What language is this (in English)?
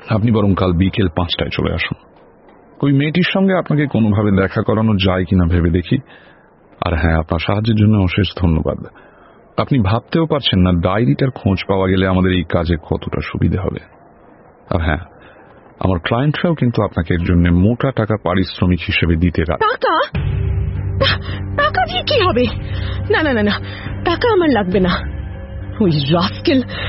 Bangla